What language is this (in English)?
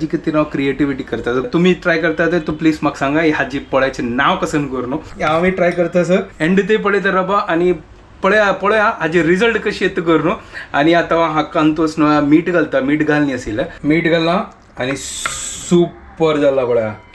Konkani